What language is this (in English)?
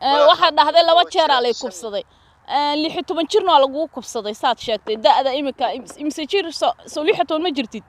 Somali